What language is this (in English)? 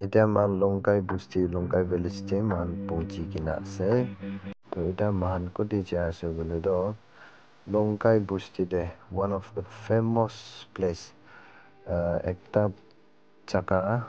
Naga Pidgin